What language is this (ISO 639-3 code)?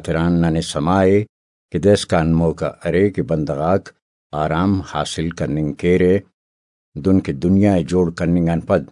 brh